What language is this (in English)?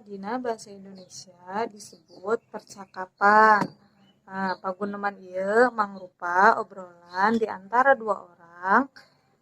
Sundanese